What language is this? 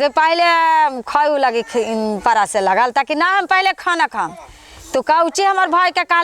Magahi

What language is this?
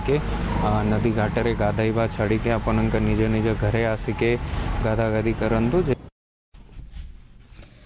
Odia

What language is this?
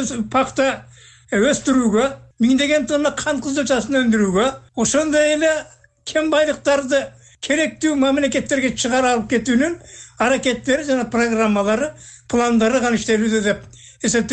Kyrgyz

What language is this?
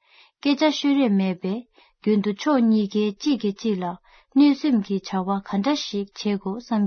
Tibetan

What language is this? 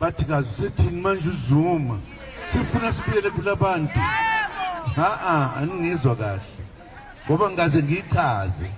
Zulu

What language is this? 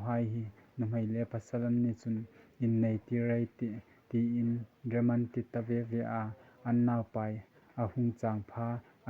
Hmar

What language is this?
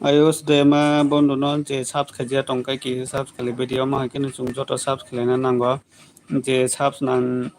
Kok Borok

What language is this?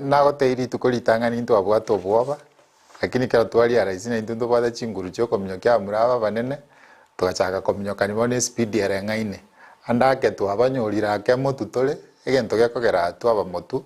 Gusii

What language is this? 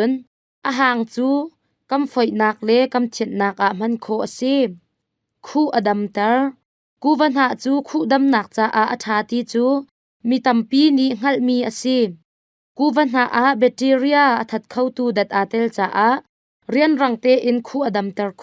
Hakha Chin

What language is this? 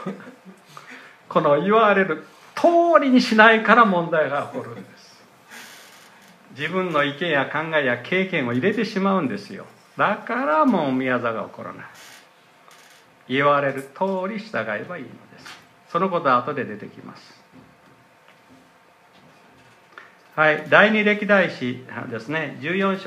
Japanese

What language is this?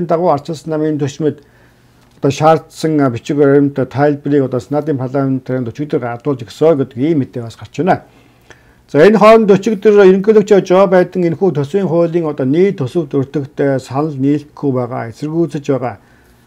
Mongolian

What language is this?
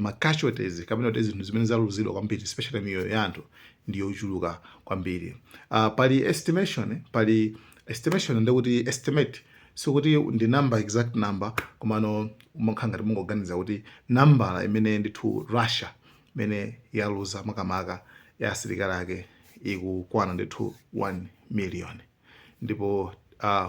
Nyanja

